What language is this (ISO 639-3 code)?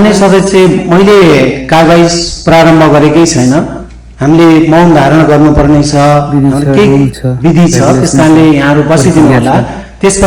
nep